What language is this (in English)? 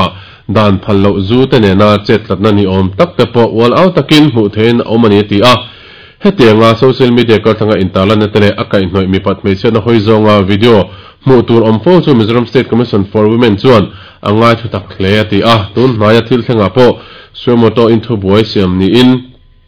Mizo